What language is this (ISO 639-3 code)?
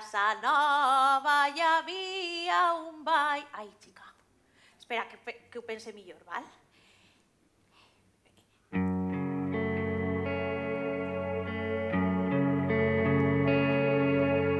cat